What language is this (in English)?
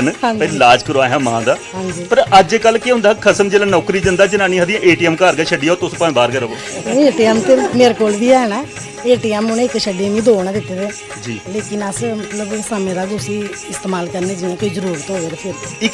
Dogri